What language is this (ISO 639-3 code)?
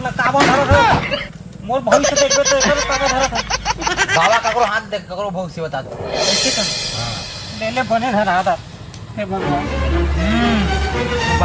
hne